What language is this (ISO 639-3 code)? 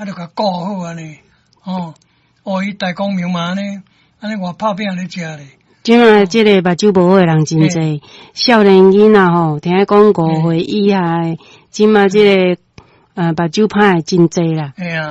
nan